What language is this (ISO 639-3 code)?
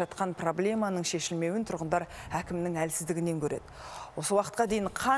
kaz